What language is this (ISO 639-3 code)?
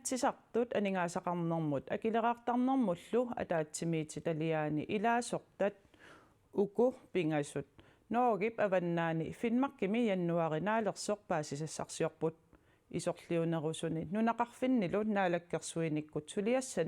kal